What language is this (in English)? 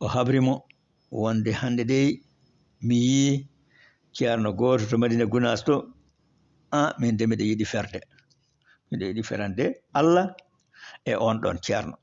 Fula